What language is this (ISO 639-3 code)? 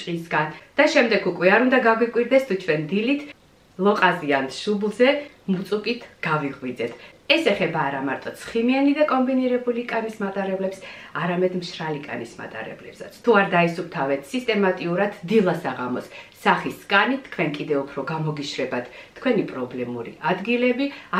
kat